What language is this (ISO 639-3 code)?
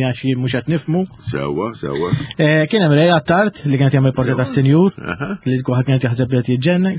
mlt